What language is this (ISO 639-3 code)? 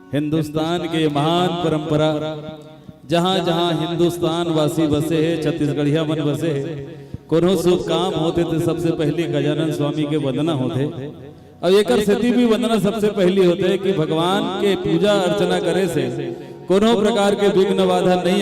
hne